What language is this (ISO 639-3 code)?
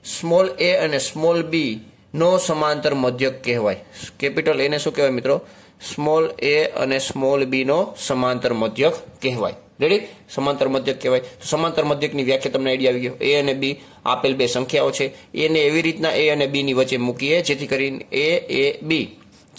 guj